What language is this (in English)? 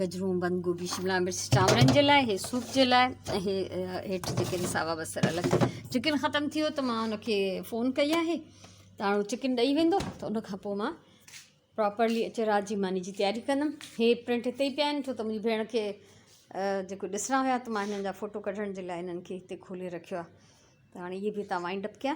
Sindhi